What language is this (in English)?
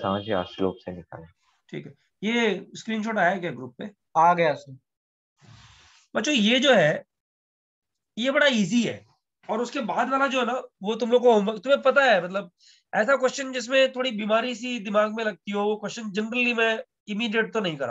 Hindi